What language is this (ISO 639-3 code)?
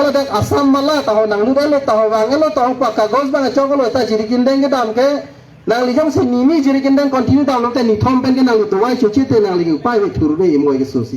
mjw